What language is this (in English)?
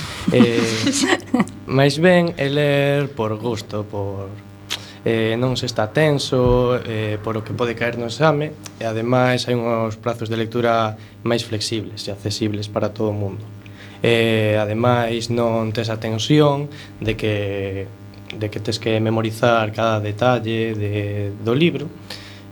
Galician